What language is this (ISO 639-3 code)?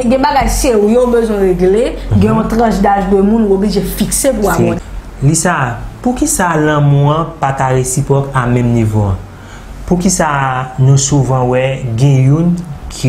hat